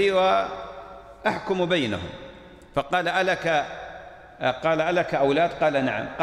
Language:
Arabic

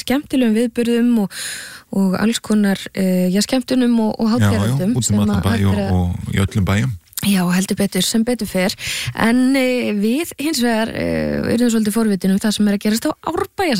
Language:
Icelandic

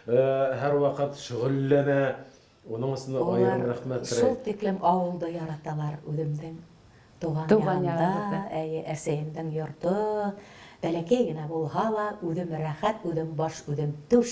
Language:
Bashkir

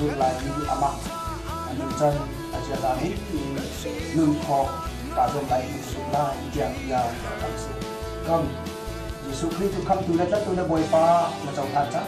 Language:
Hakha Chin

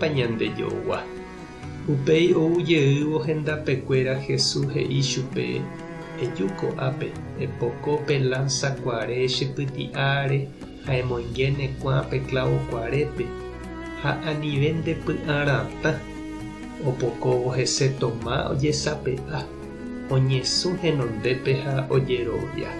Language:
Guarani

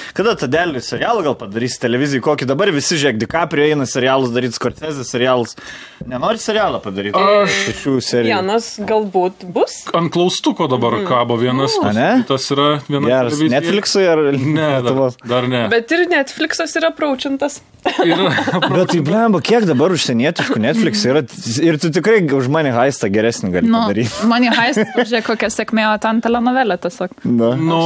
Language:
Lithuanian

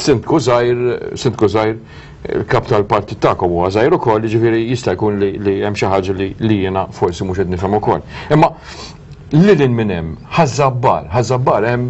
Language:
Maltese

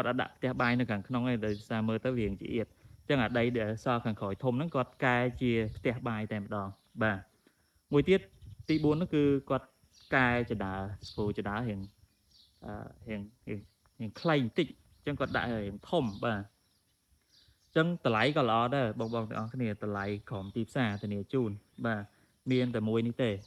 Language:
Khmer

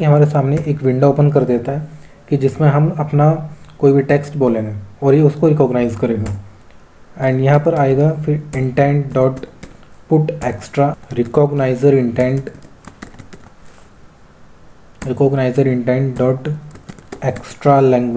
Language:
Hindi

